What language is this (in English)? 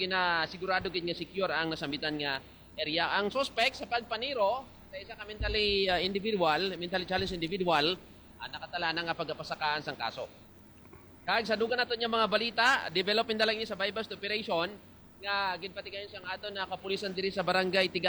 Hiligaynon